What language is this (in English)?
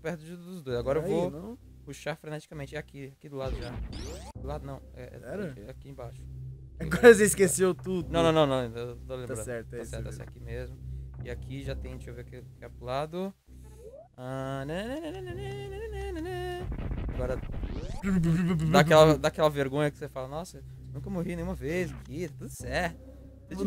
Portuguese